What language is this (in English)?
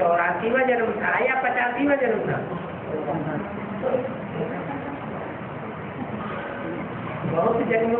Hindi